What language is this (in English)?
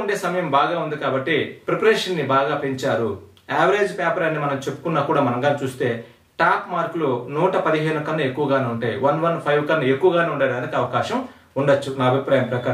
Telugu